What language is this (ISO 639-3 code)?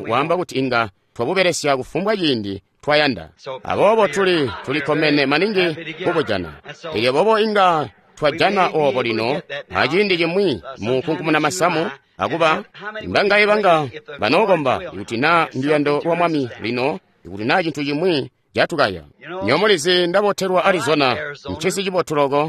toi